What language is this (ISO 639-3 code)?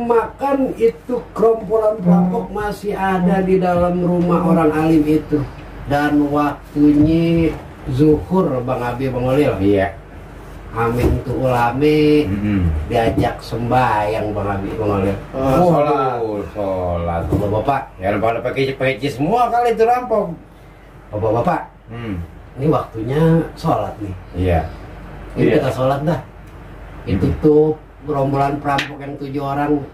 bew